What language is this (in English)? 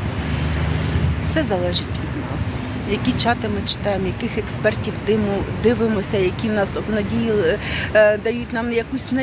Ukrainian